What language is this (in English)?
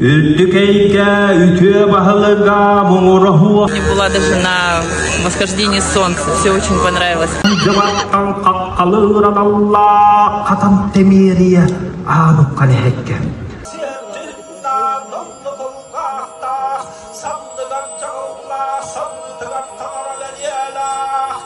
Yakut